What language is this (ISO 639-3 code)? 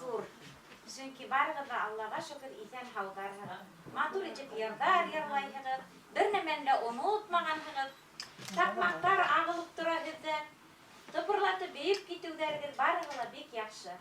bak